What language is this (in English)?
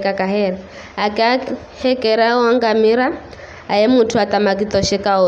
Giryama